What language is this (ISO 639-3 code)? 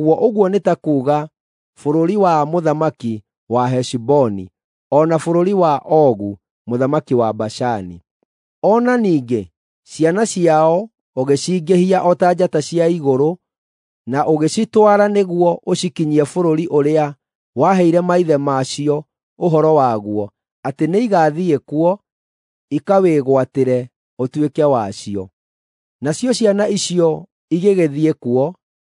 kik